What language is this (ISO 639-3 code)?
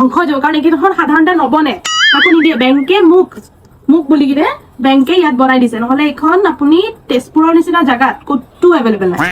asm